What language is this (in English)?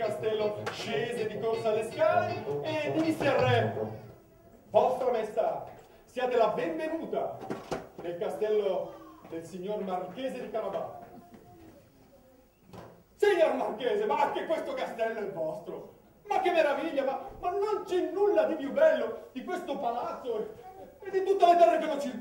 Italian